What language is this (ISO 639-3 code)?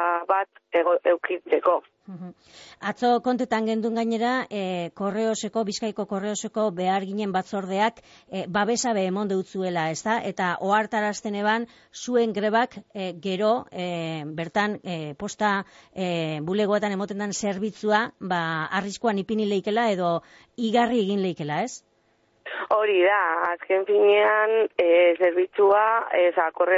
eus